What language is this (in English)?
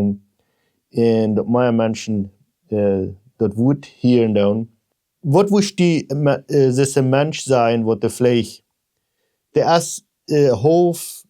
Plautdietsch